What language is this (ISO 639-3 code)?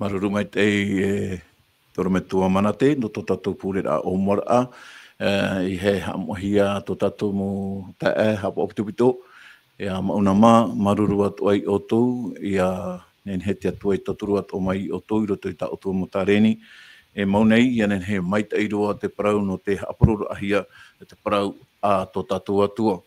tah